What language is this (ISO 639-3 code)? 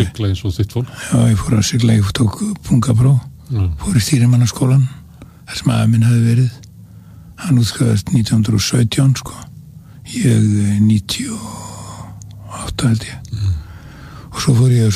isl